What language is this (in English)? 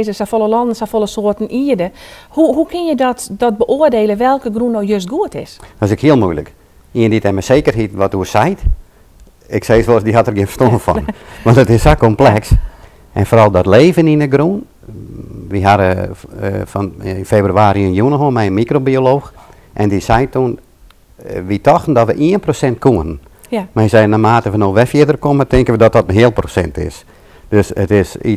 Western Frisian